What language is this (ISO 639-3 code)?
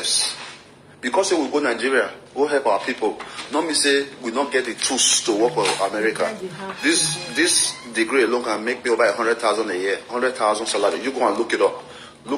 pcm